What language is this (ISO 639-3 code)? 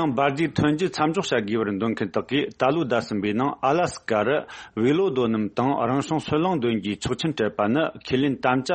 bod